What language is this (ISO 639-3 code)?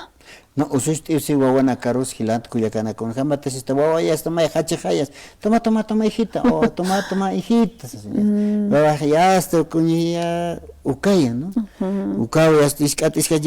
aym